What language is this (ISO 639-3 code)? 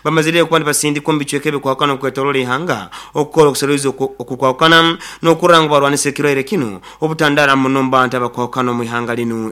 nyo